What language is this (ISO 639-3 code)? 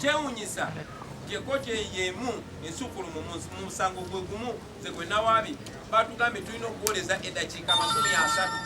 lug